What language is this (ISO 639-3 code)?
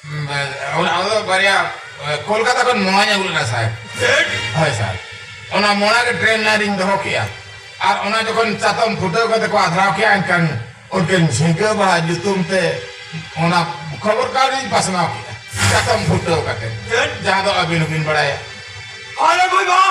sat